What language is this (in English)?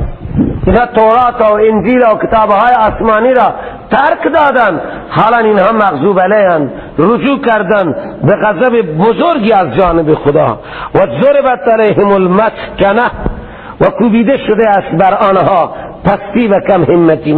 Persian